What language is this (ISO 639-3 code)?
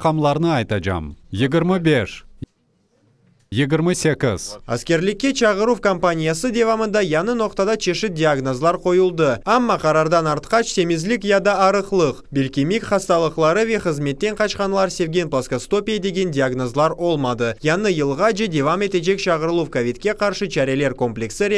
crh